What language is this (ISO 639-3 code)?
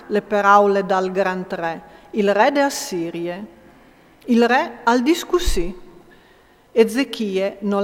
fur